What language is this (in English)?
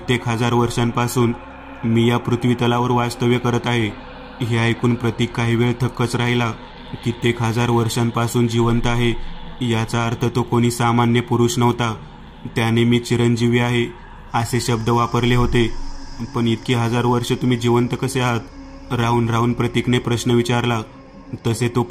Marathi